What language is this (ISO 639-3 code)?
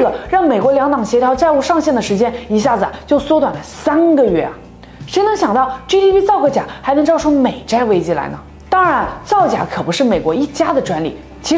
zho